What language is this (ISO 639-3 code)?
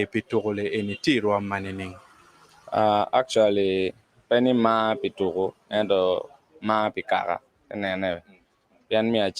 ach